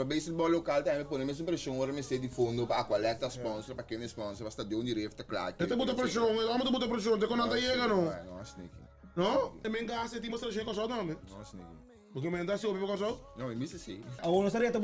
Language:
Papiamento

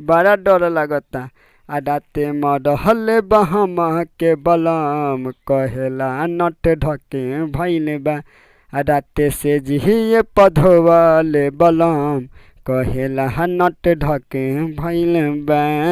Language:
Bhojpuri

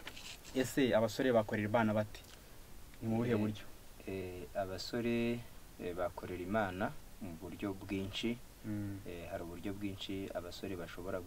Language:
Kinyarwanda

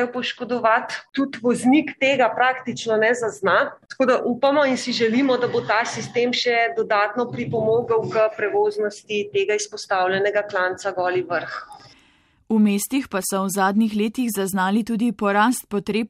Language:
Slovenian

